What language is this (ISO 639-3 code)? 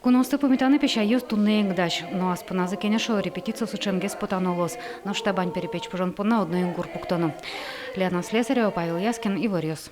udm